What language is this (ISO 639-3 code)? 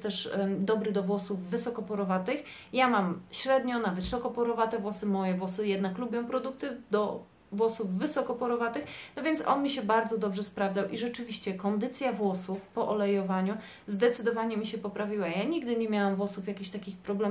pol